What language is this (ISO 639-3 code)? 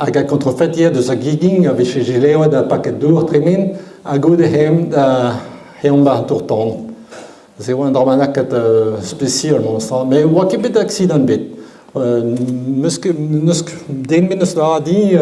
bre